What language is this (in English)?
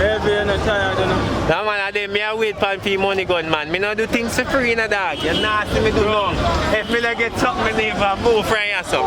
Jamaican Creole English